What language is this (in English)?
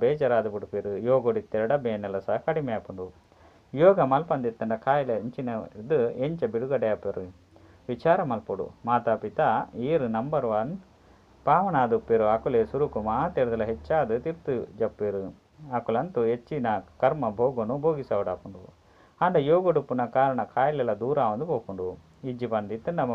Tulu